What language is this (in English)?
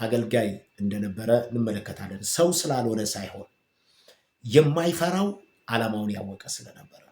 Amharic